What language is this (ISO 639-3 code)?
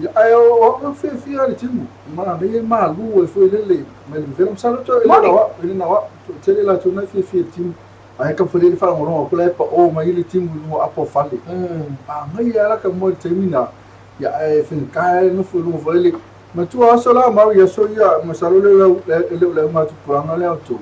smo